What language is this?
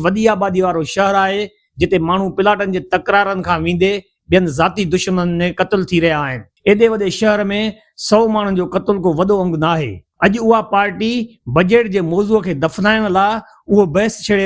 Sindhi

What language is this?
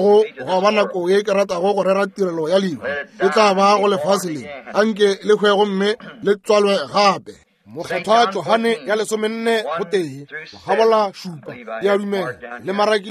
Northern Sotho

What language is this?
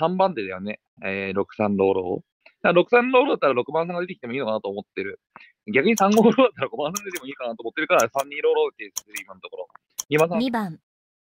Japanese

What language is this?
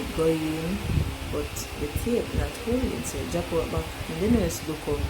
Jamaican Creole English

